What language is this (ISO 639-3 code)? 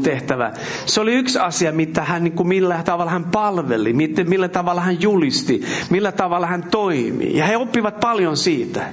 fin